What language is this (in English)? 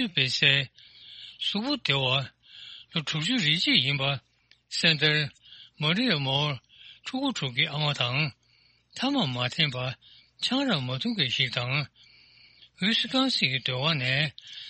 Tibetan